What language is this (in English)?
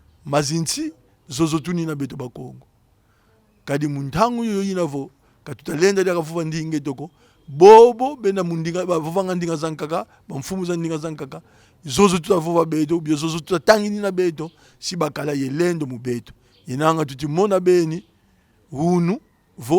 Kongo